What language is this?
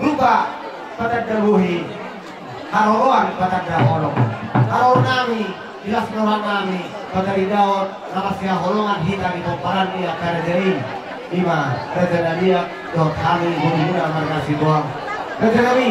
Batak Toba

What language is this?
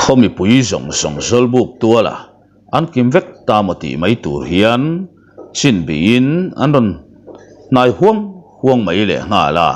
Mizo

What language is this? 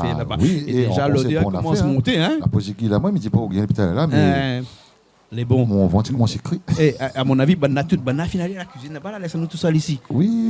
Réunion Creole French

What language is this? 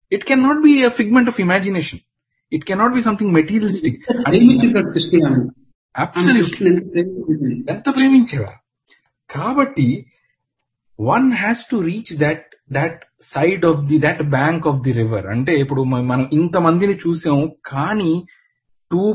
Telugu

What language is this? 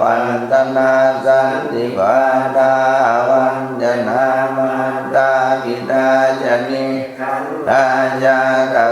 Pali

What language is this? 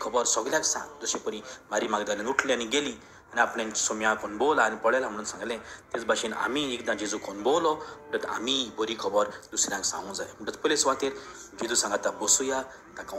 Konkani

